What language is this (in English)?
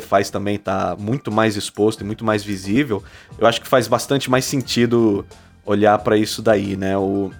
Portuguese